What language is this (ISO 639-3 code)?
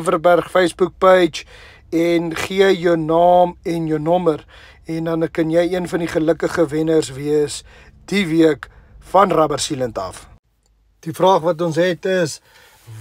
afr